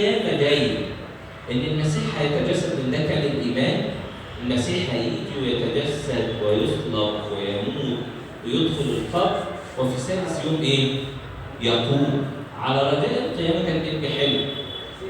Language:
Egyptian Arabic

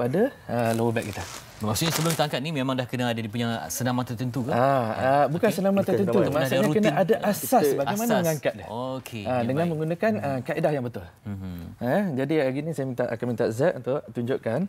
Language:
Malay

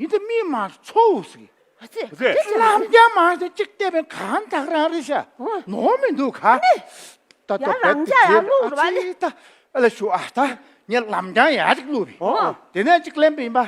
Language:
Tibetan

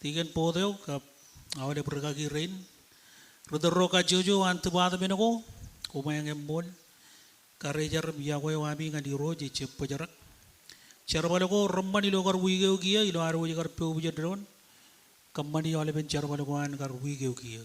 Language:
Marshallese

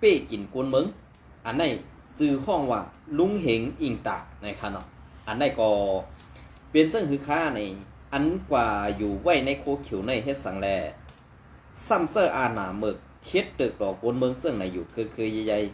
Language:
Shan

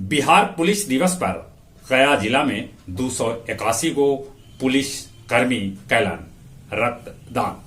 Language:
Magahi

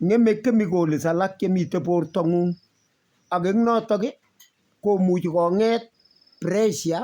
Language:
Kalenjin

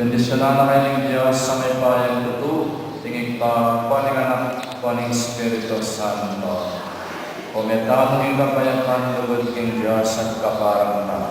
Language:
Pampanga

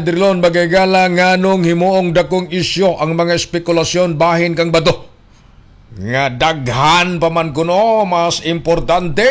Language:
Cebuano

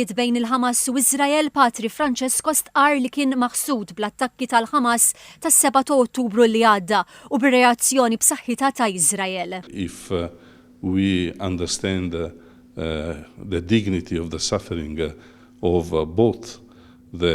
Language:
Maltese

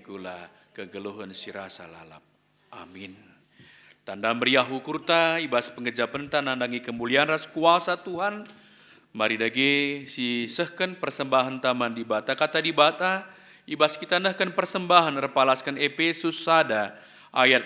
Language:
Batak Karo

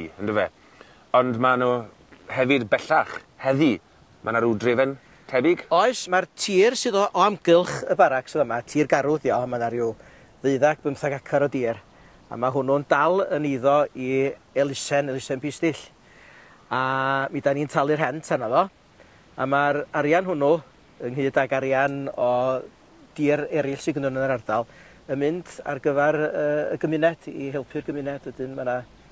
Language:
Welsh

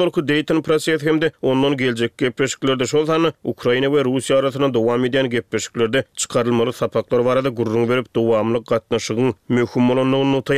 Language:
Turkmen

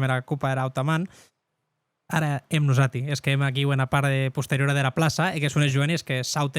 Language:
Occitan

